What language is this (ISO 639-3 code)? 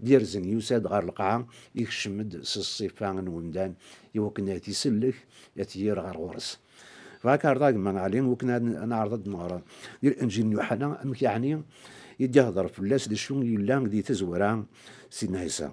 kab